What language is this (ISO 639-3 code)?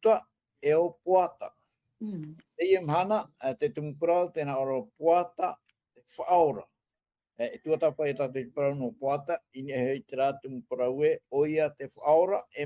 tah